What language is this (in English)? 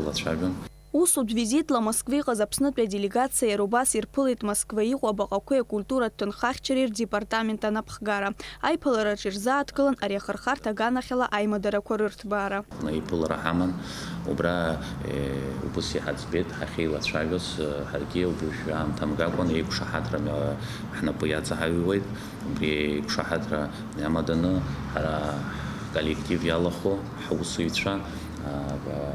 Abkhazian